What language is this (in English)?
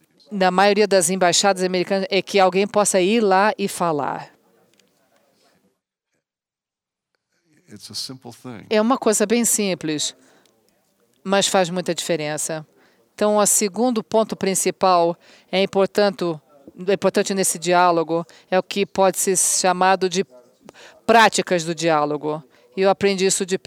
Portuguese